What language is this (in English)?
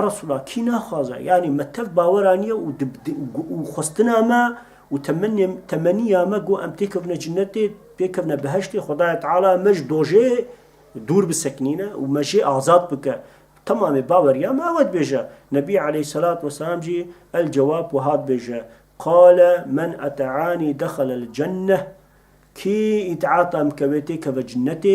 Kurdish